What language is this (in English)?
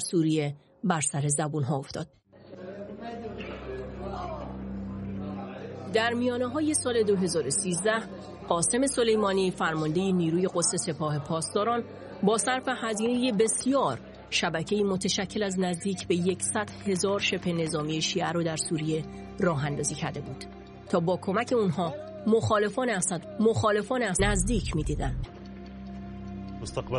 Persian